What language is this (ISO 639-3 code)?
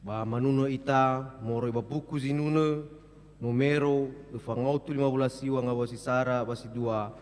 nia